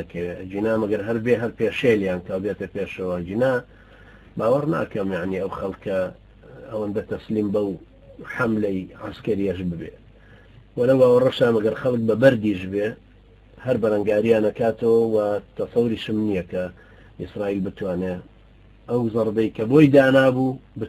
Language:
Central Kurdish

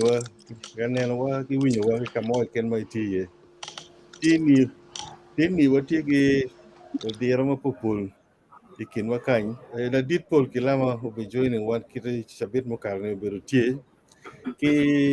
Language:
Acoli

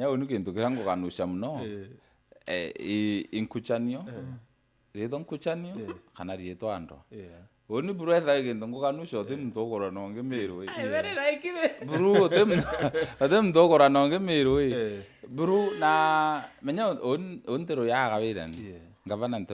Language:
Meru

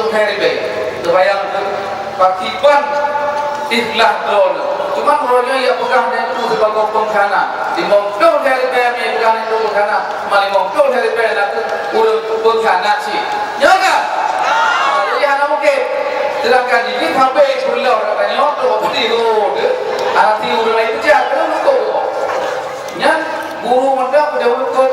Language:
Achinese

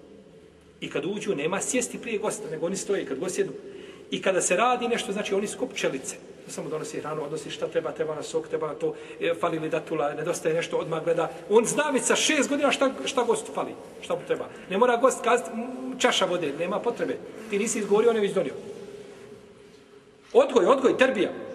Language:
Bosnian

